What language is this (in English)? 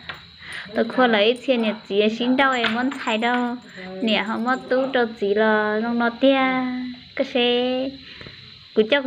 Hmong